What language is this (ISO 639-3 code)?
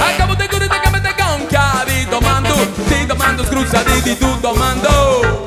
srd